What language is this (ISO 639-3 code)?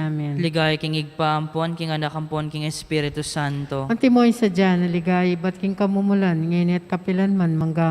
pam